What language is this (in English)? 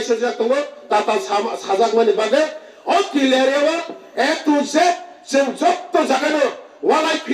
Kok Borok